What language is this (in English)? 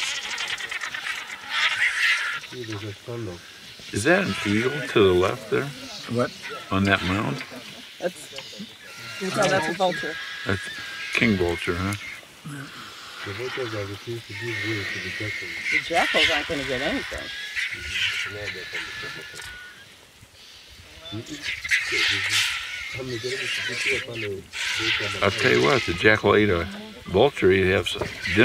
English